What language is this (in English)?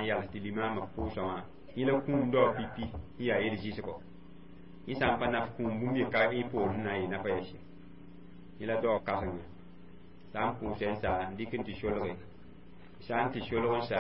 Mossi